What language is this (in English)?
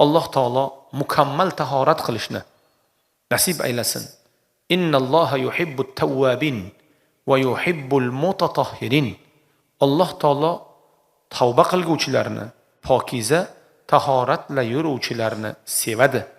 Uzbek